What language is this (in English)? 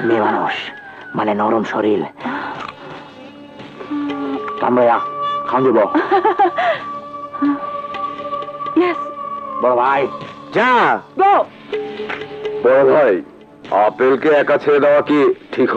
Bangla